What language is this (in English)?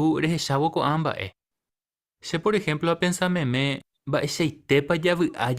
Guarani